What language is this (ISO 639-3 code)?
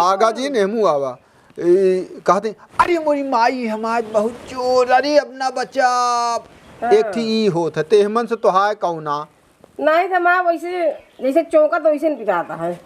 awa